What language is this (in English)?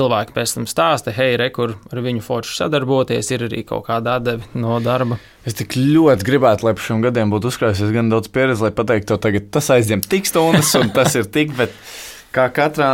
Latvian